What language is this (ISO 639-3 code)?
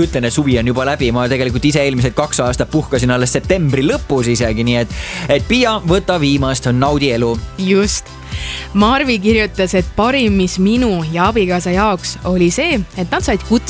est